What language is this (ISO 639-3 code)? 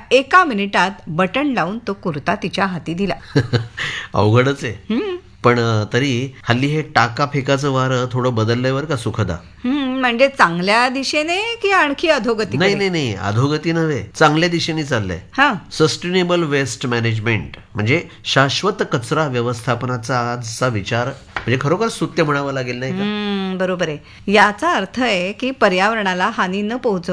mar